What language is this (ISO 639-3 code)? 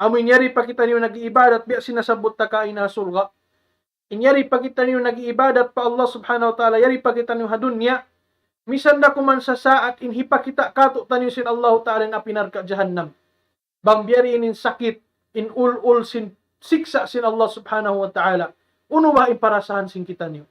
tsg